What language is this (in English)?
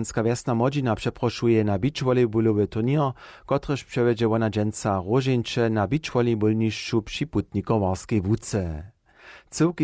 Upper Sorbian